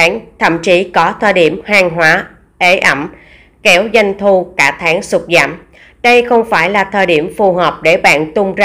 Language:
Vietnamese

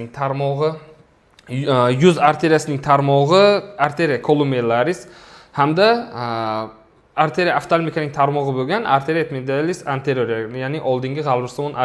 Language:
Uzbek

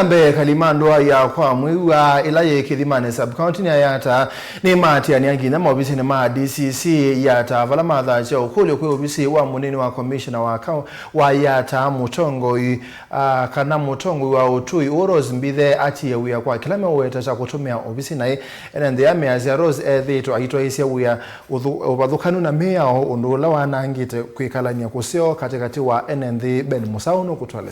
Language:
Kamba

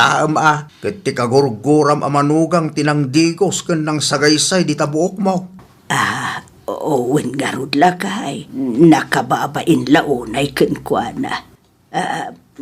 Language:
Iloko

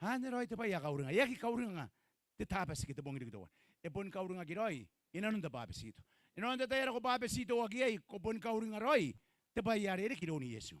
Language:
Gilbertese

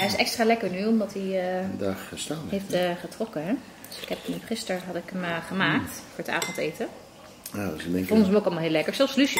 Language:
Dutch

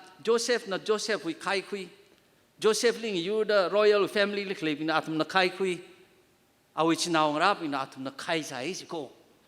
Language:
Tangkhul Naga (India)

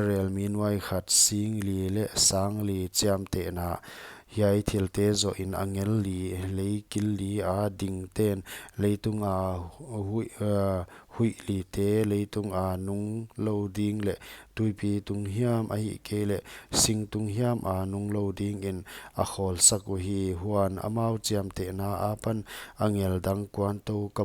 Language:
Paite Chin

